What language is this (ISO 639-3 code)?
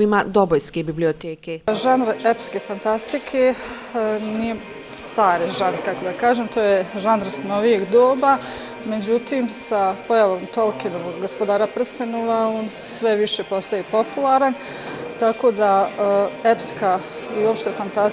bos